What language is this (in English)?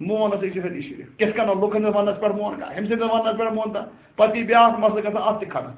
Kashmiri